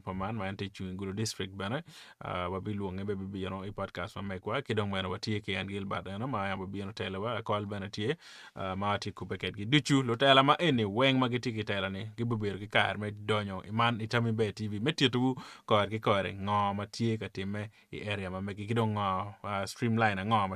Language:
Acoli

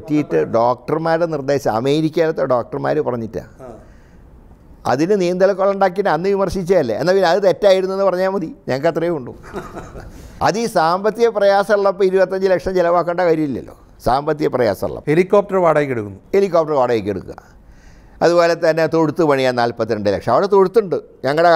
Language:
Malayalam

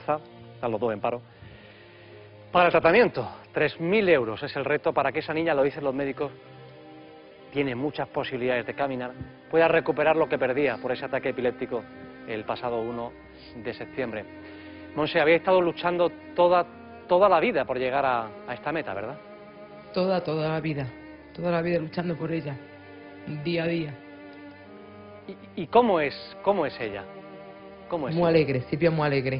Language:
Spanish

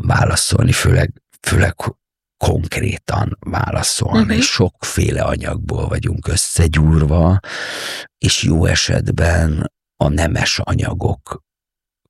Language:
Hungarian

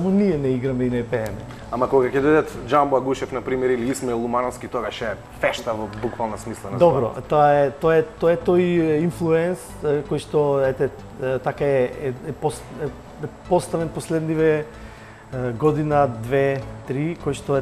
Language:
Macedonian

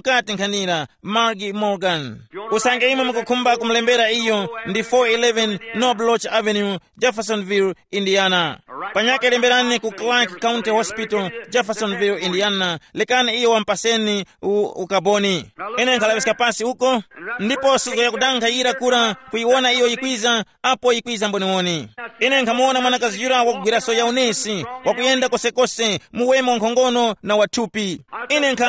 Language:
Tumbuka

